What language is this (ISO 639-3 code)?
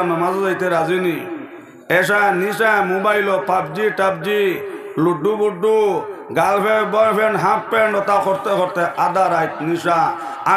syl